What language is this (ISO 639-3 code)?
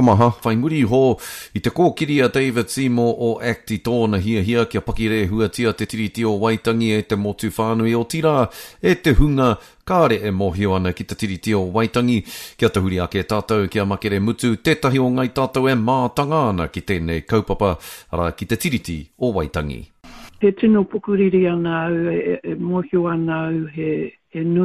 mri